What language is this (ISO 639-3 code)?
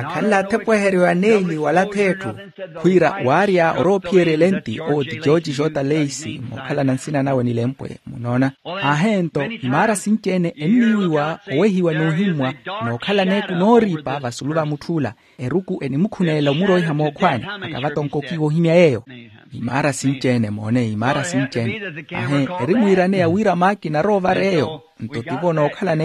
vmw